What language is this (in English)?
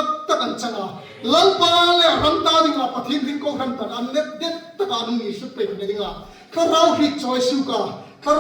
Hmar